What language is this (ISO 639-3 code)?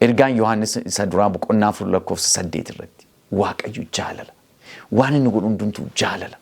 orm